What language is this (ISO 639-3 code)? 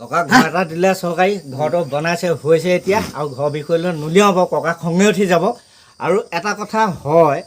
asm